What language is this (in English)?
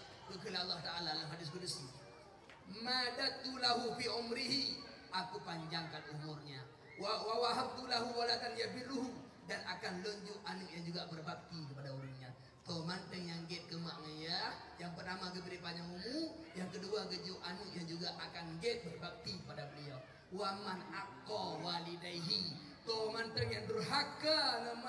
Achinese